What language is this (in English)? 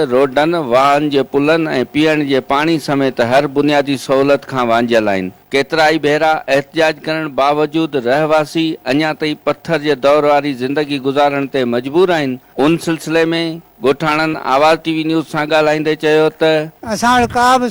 Sindhi